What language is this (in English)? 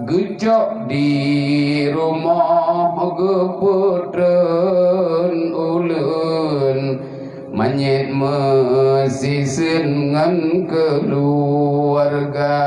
Achinese